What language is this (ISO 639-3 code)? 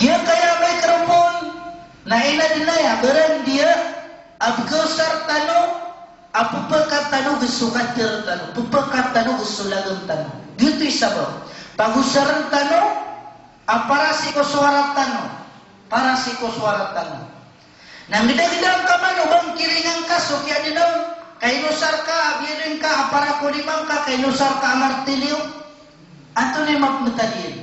mrw